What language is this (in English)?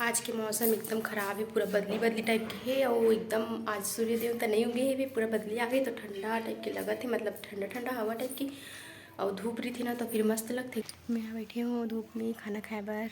Chhattisgarhi